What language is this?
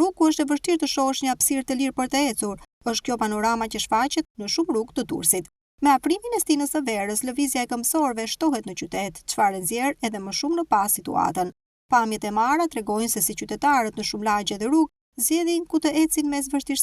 Albanian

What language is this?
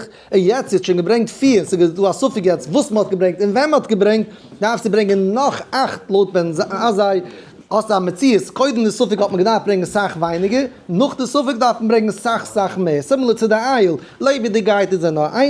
Yiddish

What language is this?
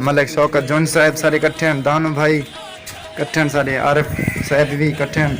Saraiki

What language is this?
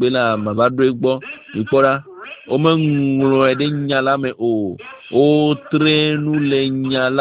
Ewe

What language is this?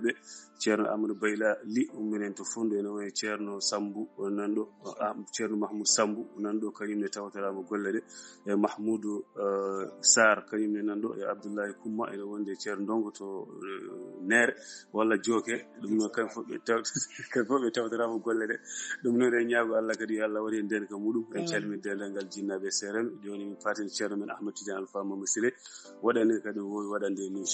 Fula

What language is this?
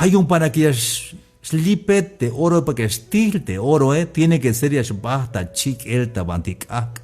Tzeltal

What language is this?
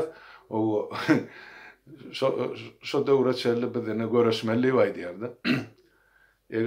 Turkmen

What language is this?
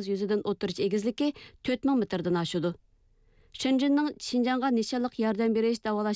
Uyghur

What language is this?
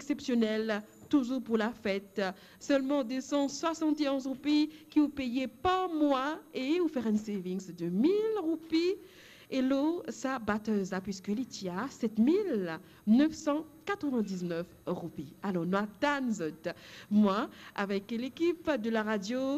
Morisyen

